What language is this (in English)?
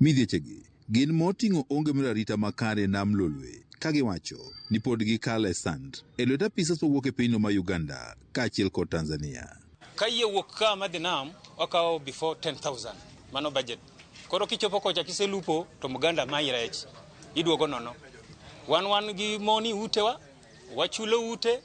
Luo (Kenya and Tanzania)